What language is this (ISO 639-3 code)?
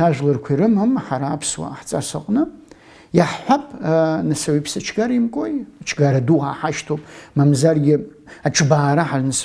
abk